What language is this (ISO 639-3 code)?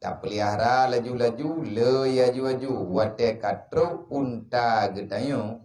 ace